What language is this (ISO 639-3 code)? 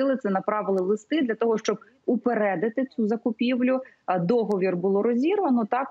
ukr